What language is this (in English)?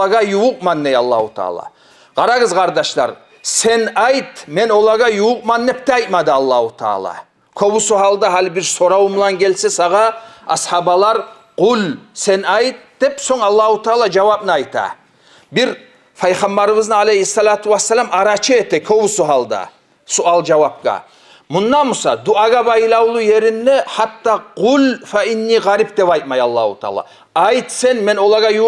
Kumyk